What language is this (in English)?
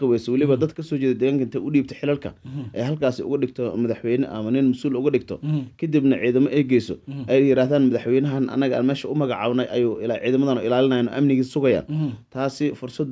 Somali